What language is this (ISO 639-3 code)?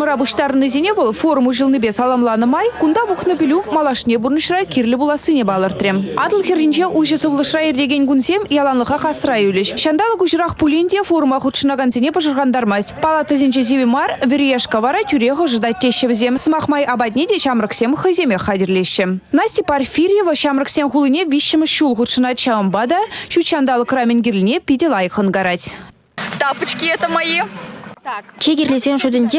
chv